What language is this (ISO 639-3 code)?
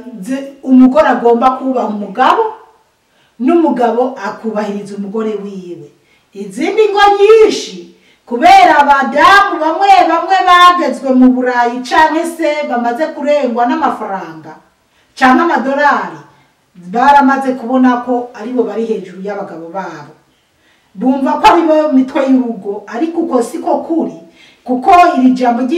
run